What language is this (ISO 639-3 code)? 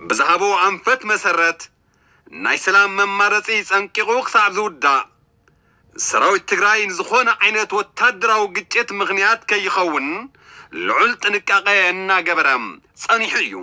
tir